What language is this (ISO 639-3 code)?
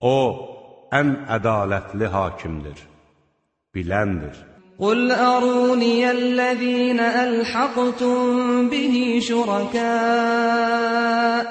aze